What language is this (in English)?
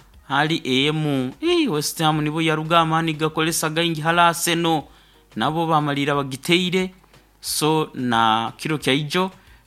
Nyoro